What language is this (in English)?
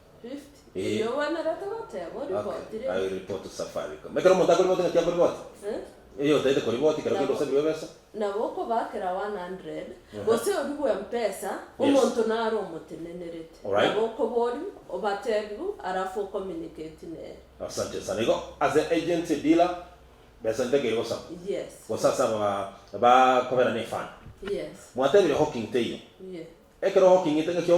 Gusii